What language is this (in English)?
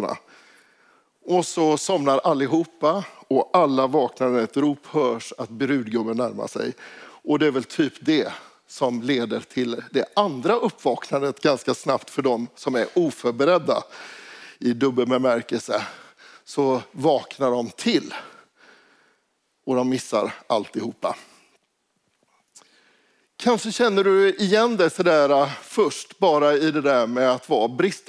Swedish